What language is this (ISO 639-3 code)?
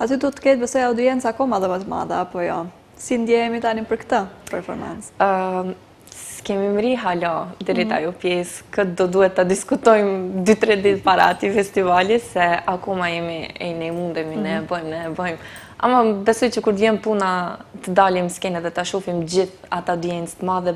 sqi